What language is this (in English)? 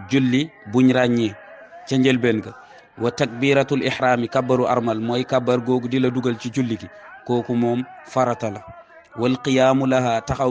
Wolof